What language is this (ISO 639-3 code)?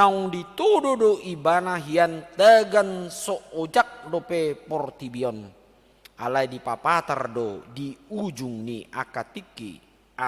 bbc